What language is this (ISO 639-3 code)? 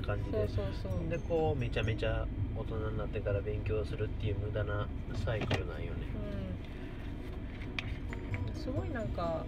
jpn